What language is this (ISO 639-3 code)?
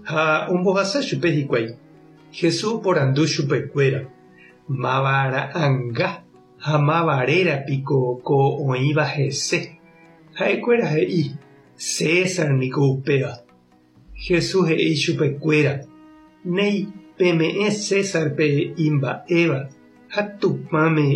grn